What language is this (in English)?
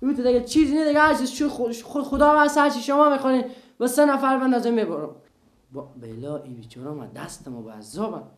Persian